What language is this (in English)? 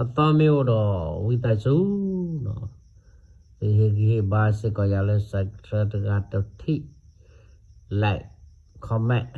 S'gaw Karen